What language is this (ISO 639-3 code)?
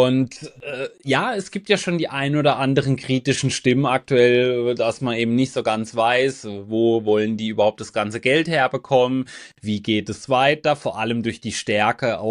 deu